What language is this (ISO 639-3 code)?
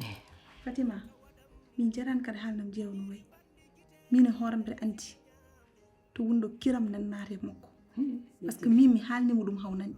ful